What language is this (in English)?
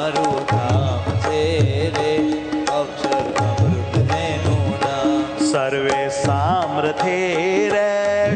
Gujarati